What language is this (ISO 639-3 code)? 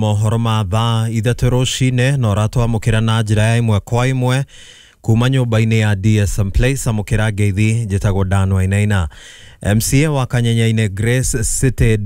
kik